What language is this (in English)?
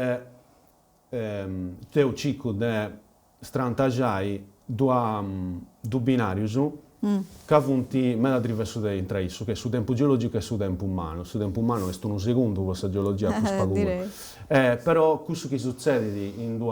Sardinian